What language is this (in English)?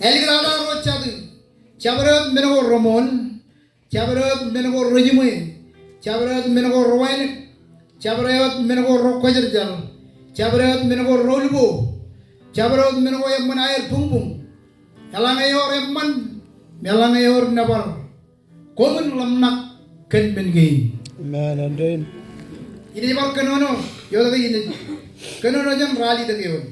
Marshallese